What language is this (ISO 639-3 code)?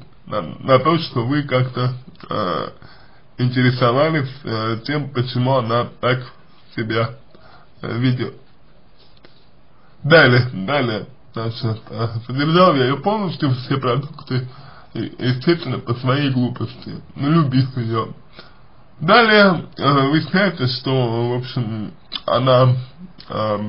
rus